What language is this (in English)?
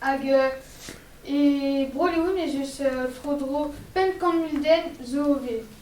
Breton